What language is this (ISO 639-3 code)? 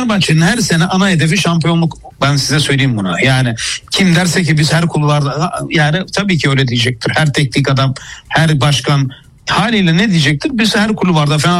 tur